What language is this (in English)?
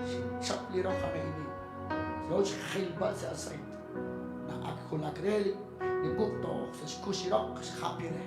Kekchí